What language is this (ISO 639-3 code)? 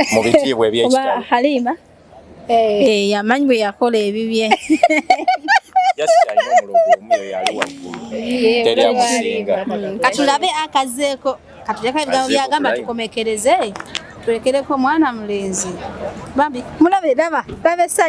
lug